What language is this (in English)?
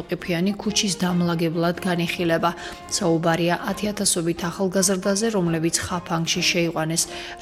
Georgian